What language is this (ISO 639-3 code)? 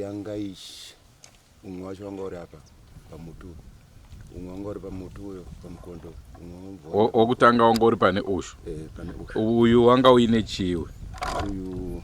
sna